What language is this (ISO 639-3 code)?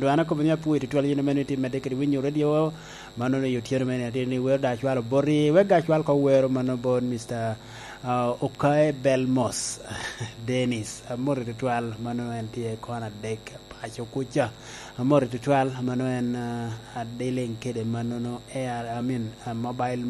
laj